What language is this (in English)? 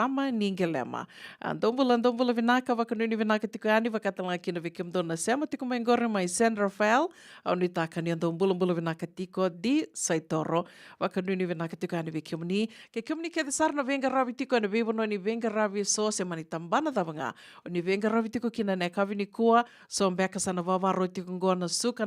Fijian